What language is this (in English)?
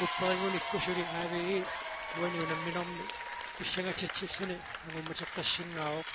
Kalaallisut